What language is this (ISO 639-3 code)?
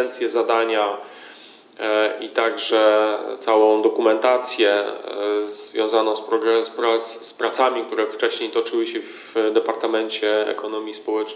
pol